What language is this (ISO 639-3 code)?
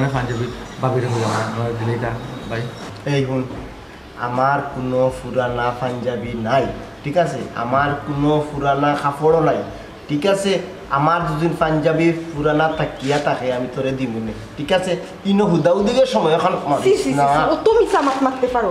syl